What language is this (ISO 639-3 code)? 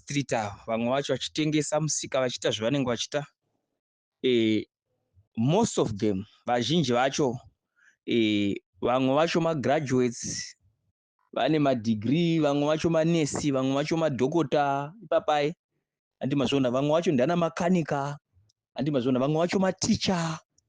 sna